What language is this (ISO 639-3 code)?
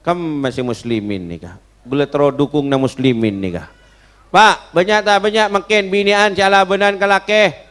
mad